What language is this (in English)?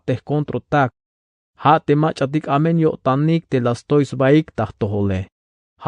Tzeltal